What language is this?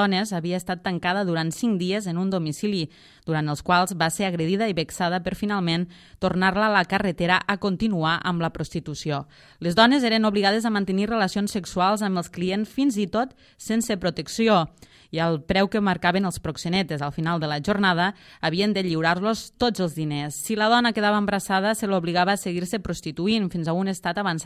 Catalan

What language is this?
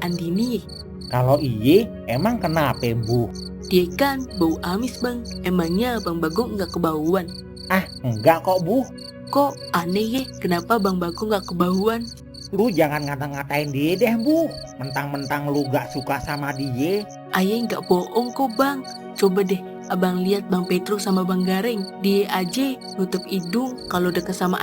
Betawi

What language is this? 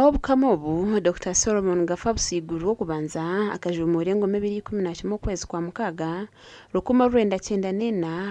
Nyankole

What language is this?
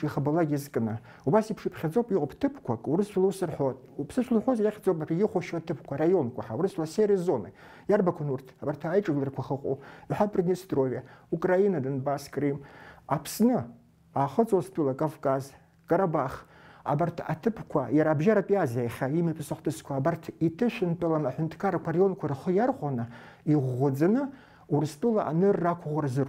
Abkhazian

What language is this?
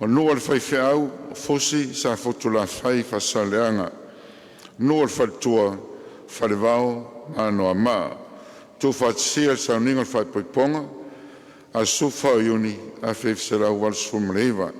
Samoan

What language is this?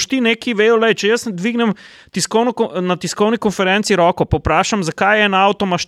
Slovenian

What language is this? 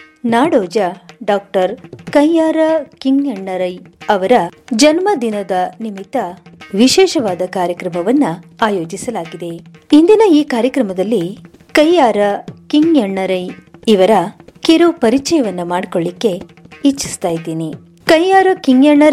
Kannada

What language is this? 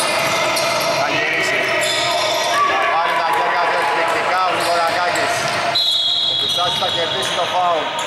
Greek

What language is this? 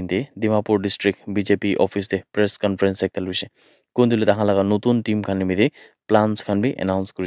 Naga Pidgin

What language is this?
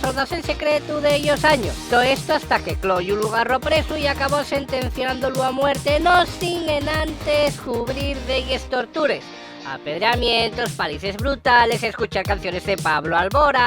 Asturian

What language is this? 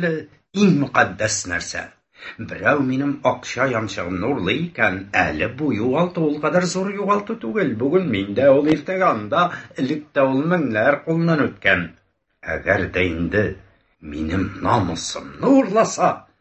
Tatar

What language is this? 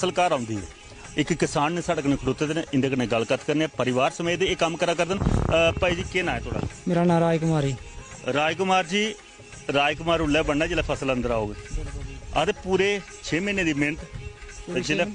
Dogri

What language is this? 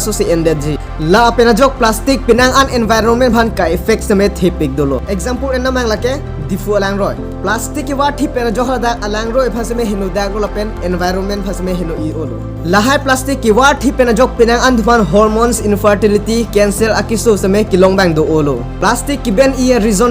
Karbi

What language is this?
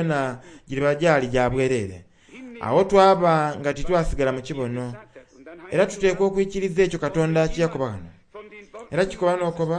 Soga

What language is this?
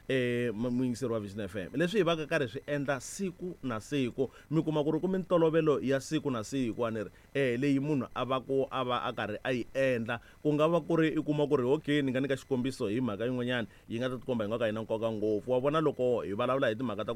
Tsonga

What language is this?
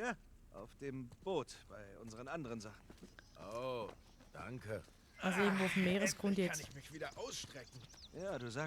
Swiss German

